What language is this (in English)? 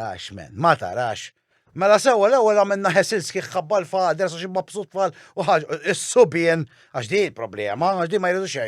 Maltese